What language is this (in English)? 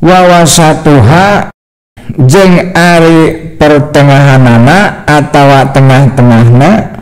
Sundanese